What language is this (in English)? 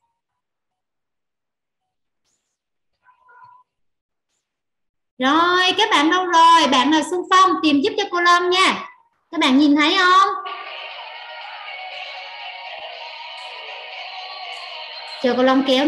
Vietnamese